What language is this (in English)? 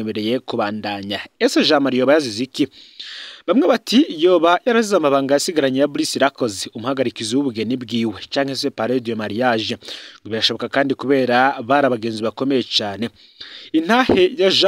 Rundi